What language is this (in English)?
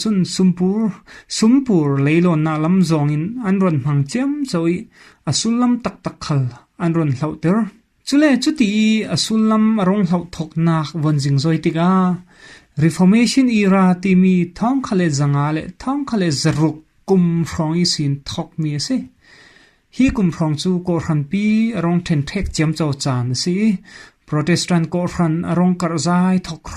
Falam Chin